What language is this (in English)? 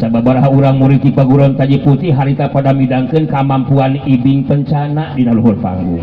Sundanese